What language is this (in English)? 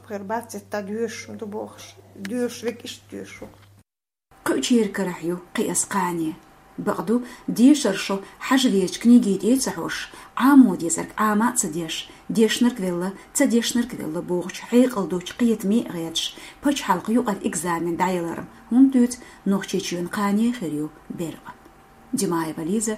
Chechen